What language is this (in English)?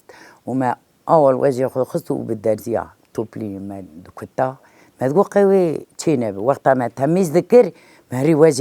Kurdish